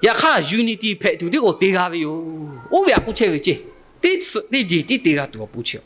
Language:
Lahu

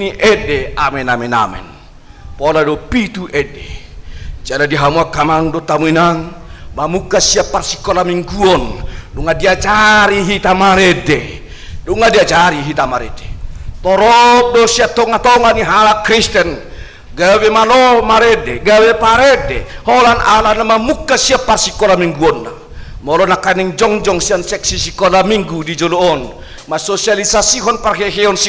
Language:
Batak Toba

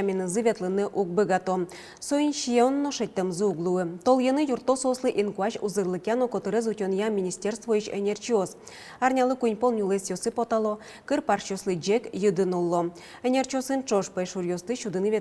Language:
Udmurt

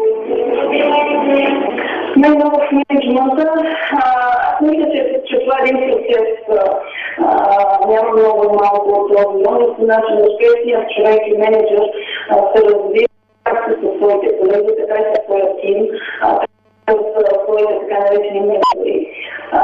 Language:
Bulgarian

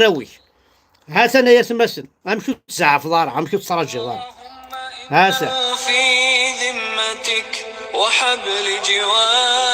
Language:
Kabyle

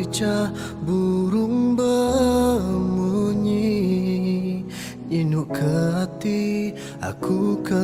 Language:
Iban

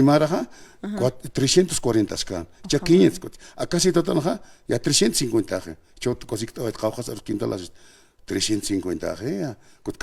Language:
Aymara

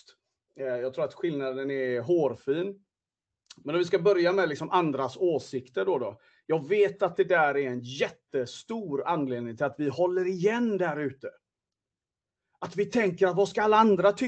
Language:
Swedish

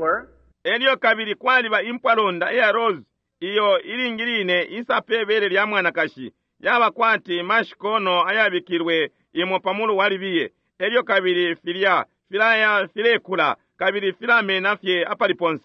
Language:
Bemba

